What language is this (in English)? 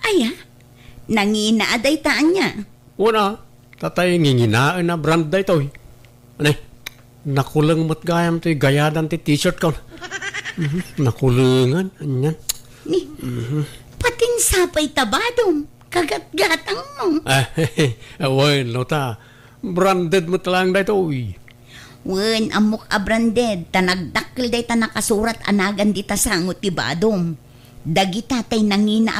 Iloko